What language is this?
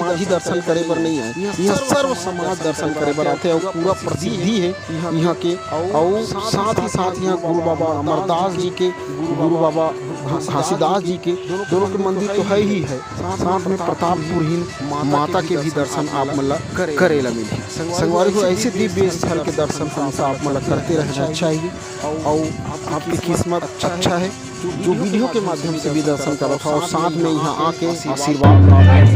Chhattisgarhi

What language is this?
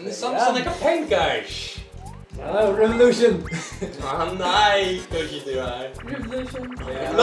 Faroese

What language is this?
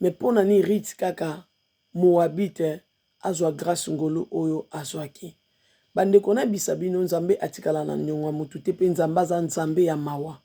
Lingala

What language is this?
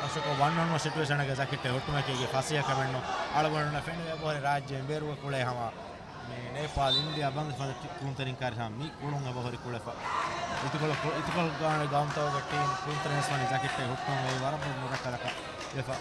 Divehi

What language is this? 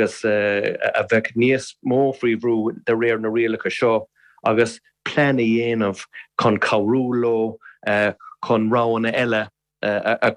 Irish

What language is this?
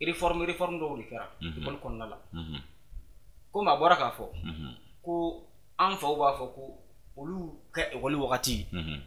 Bambara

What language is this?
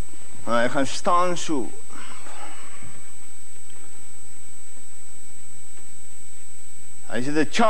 Afrikaans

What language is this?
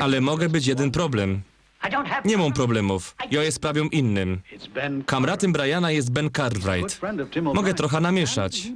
Silesian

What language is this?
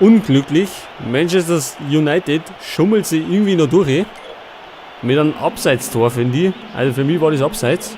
Bavarian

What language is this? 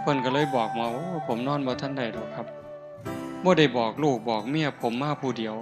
Northeastern Thai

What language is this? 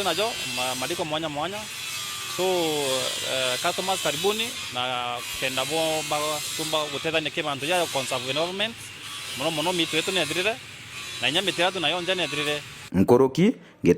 Meru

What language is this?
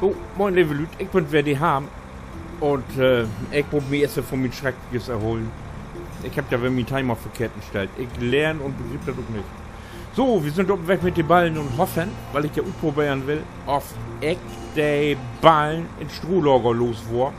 Low German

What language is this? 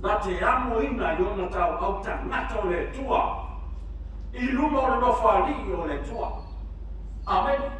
Samoan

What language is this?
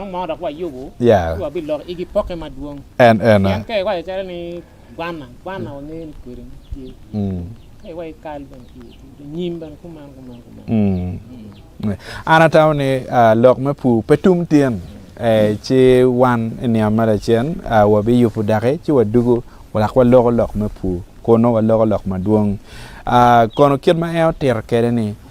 Acoli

